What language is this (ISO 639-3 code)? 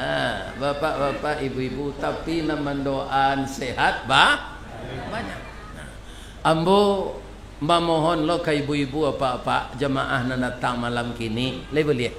min